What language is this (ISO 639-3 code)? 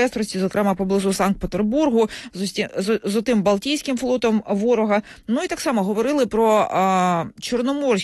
ukr